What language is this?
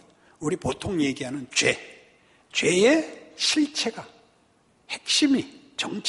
Korean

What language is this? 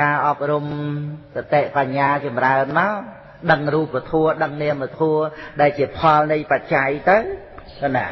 Khmer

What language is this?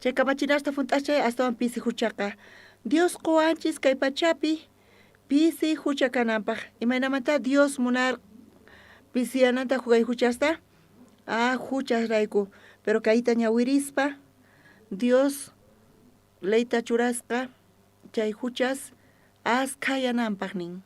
South Bolivian Quechua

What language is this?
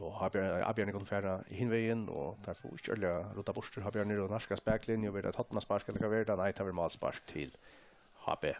Faroese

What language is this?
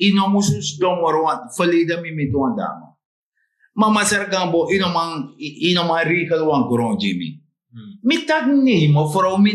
Sranan Tongo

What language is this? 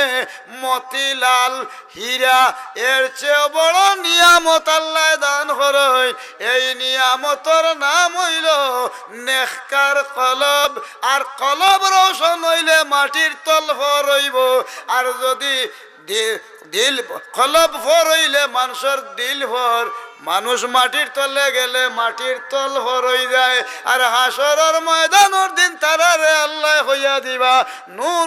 Sylheti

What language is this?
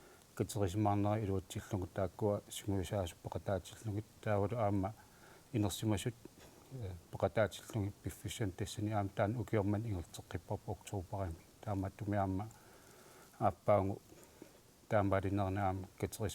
Kalaallisut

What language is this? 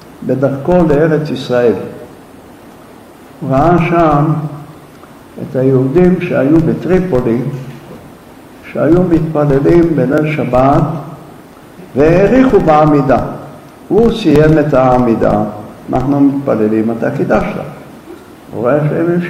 Hebrew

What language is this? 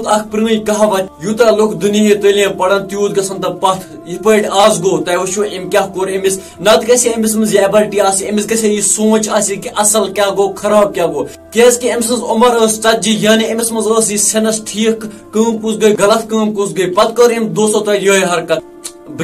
Kashmiri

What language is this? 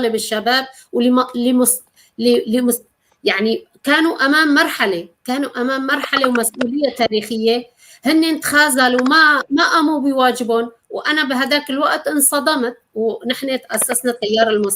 North Levantine Arabic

